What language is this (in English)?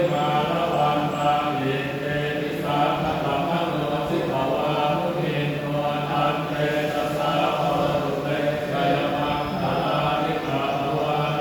Pali